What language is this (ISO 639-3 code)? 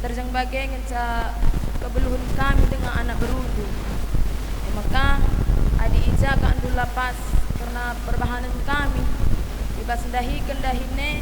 btx